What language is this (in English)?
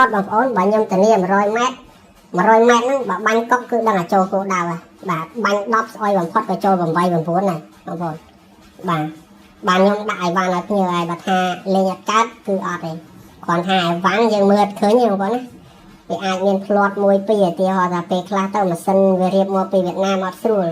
Khmer